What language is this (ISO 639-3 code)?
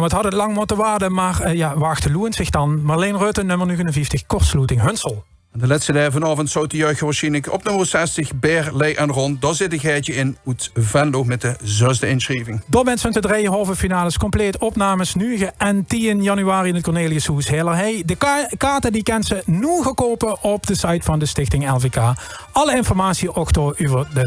lim